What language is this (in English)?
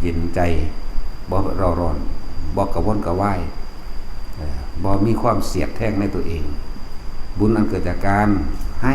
Northeastern Thai